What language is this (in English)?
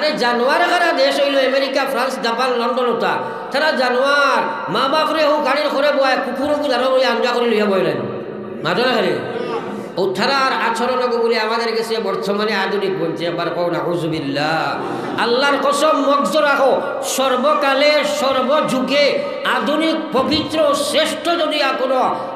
Sylheti